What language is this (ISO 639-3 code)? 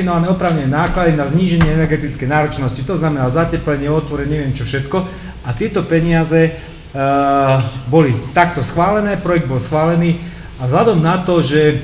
slk